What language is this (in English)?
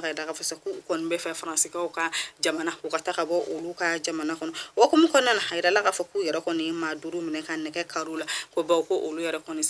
Bambara